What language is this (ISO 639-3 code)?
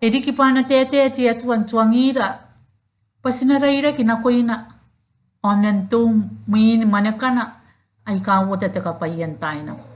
gil